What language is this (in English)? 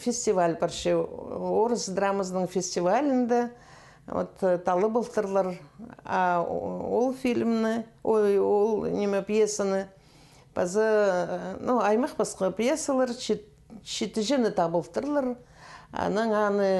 Khakas